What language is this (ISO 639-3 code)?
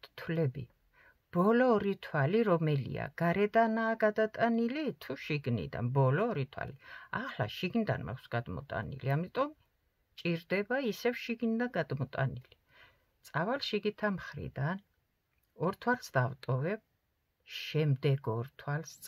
kat